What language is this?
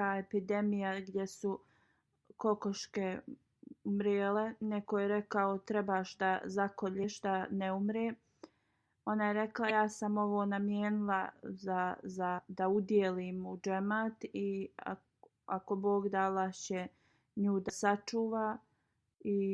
Bosnian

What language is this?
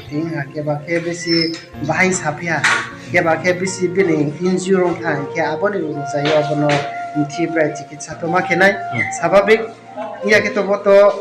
Riang (India)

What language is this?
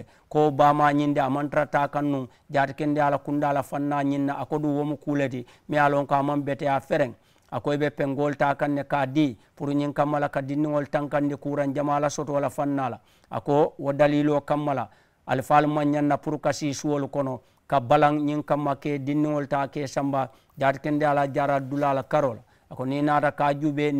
Mandingo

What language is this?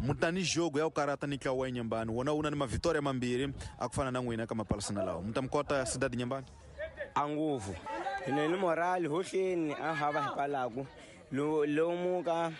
Tsonga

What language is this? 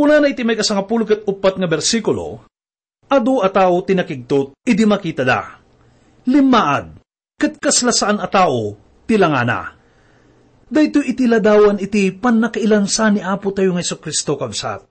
Iloko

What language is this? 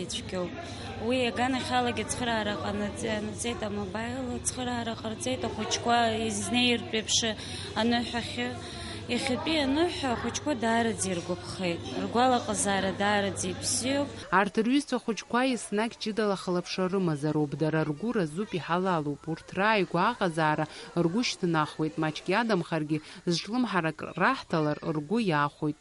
Abkhazian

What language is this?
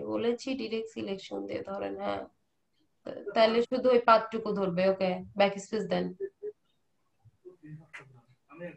Bangla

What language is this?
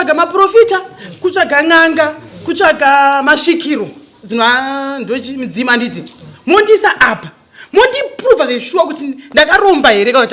Shona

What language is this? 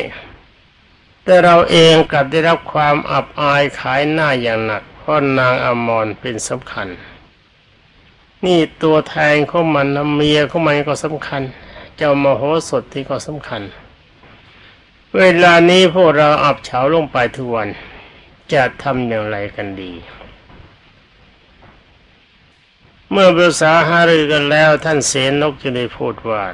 Thai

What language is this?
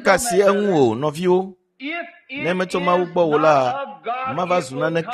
Ewe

